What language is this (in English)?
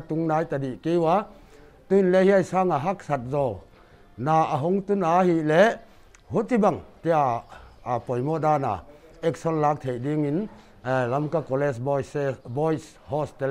Paite Chin